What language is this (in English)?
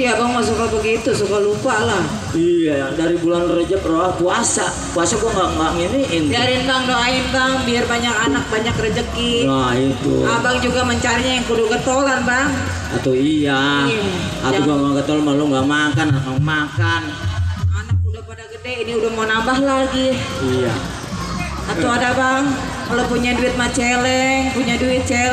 Betawi